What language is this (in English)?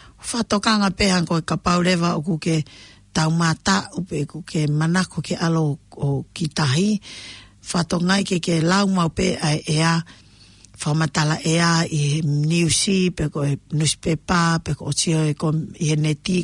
Tongan